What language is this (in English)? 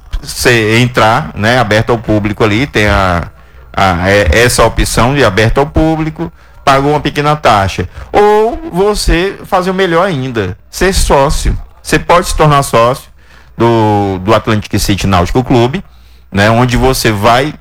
Portuguese